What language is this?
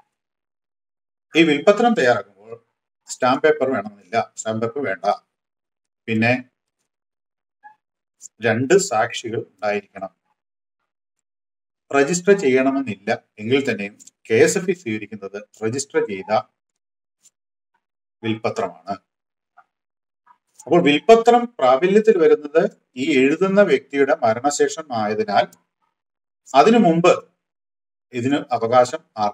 Malayalam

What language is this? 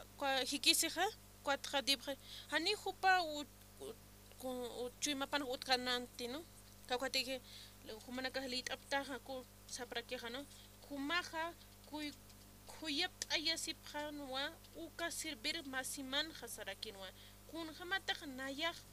Aymara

